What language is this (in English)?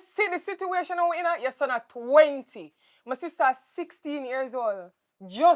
Jamaican Creole English